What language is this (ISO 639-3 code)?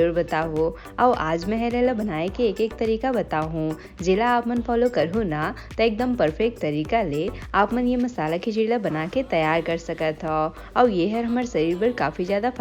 hne